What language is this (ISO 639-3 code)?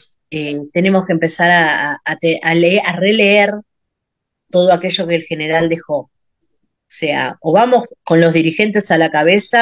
spa